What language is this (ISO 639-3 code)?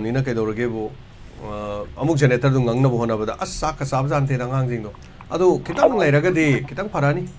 mni